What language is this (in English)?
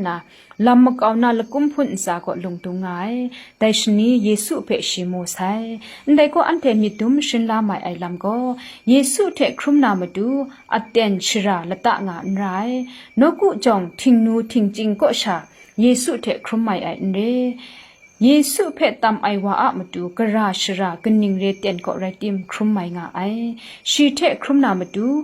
Kachin